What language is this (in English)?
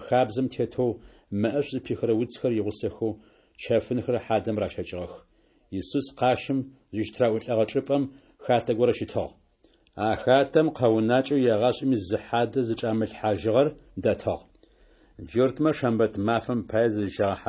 Adyghe